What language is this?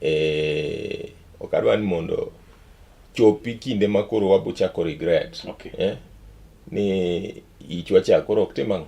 Luo (Kenya and Tanzania)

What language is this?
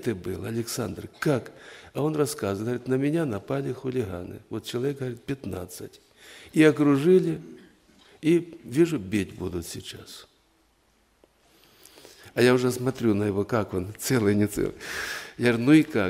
Russian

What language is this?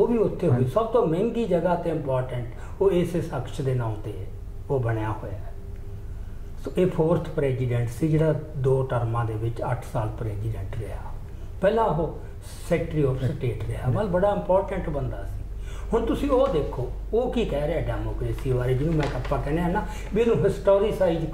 Punjabi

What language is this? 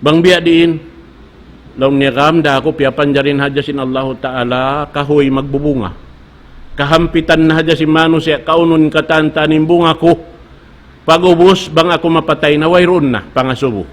Tausug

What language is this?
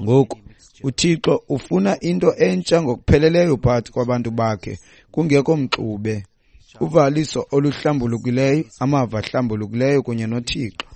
Xhosa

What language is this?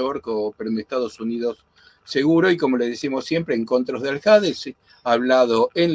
Ladino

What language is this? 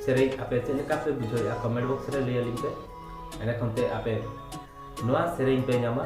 Santali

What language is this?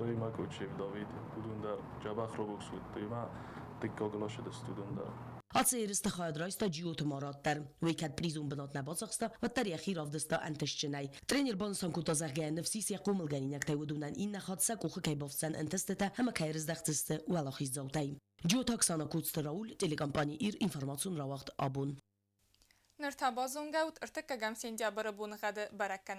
Ossetic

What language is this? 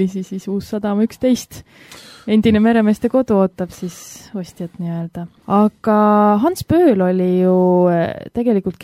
Estonian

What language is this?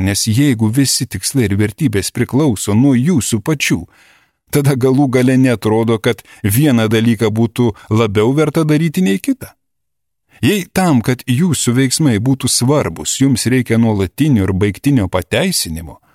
Lithuanian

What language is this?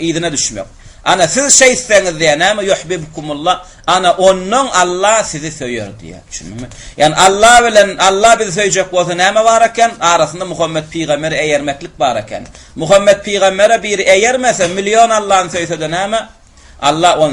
Turkmen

